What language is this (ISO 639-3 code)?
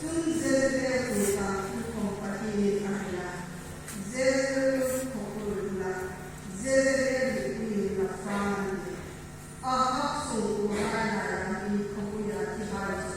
hmr